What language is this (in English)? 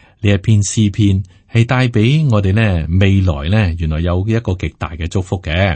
Cantonese